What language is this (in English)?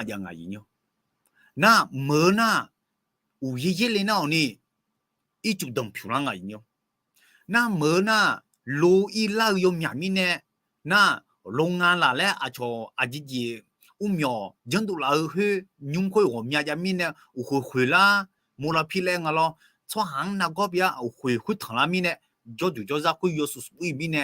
Akha